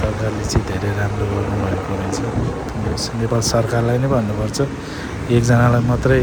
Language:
Nepali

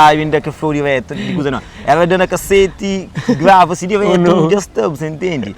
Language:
Kabuverdianu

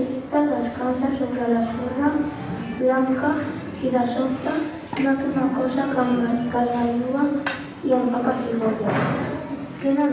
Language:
Catalan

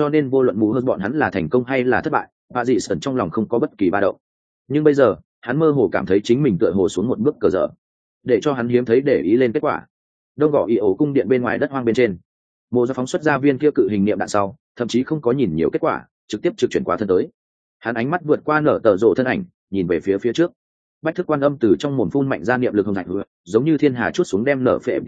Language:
Vietnamese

